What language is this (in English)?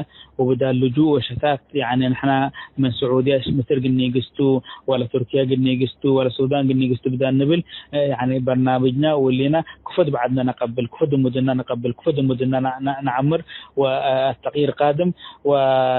Tigre